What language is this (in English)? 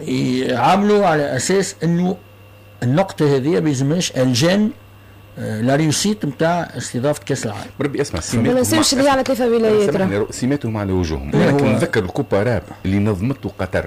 Tunisian Arabic